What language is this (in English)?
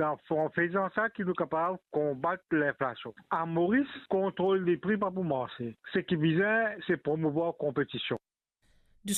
Morisyen